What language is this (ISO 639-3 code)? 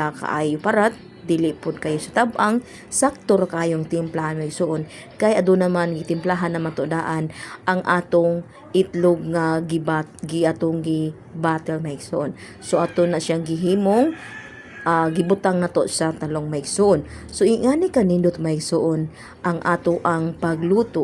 ceb